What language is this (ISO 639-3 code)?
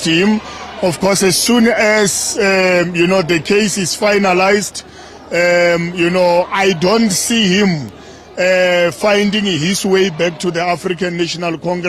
tso